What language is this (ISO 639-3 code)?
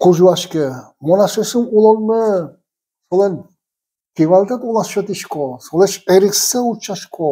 udm